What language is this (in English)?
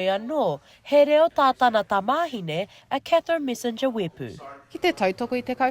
Māori